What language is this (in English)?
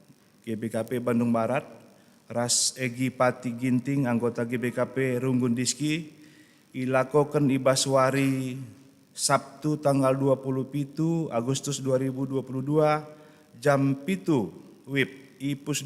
Batak Karo